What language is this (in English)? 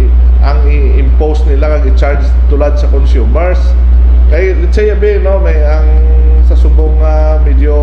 Hiligaynon